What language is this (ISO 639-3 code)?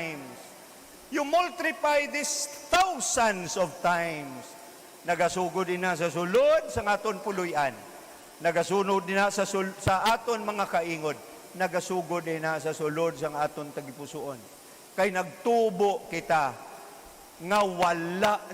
hil